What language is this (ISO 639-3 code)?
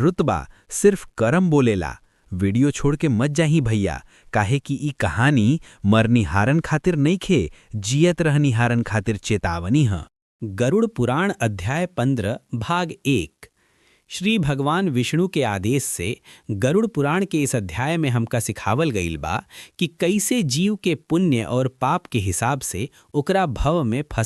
bho